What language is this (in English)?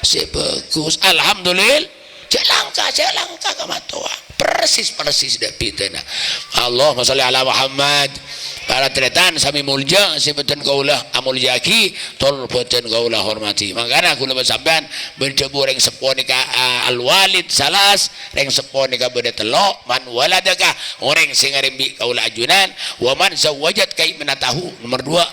Madurese